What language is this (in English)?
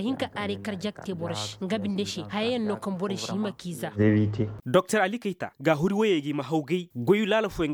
Koyraboro Senni